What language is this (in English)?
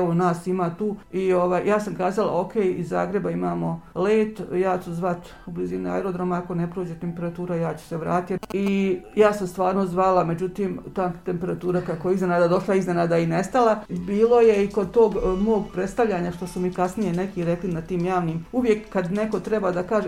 Bosnian